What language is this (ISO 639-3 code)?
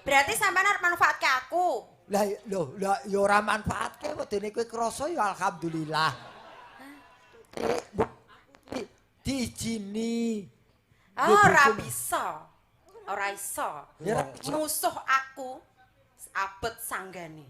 jav